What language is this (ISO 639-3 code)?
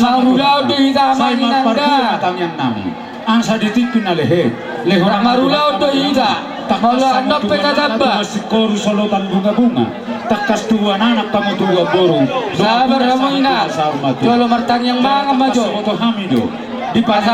bbc